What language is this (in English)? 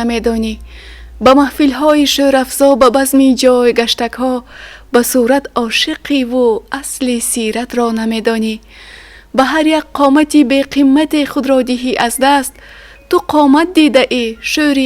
Tajik